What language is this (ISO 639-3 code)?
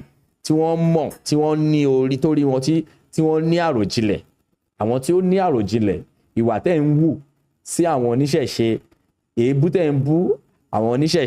yor